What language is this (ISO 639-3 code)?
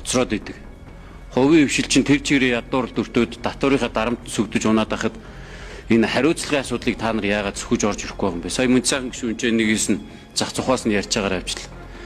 mon